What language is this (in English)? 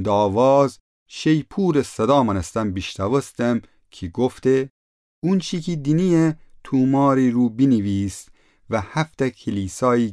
Gilaki